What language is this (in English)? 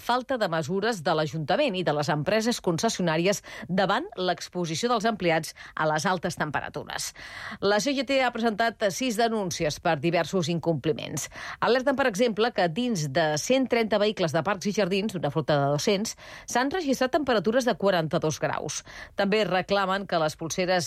Catalan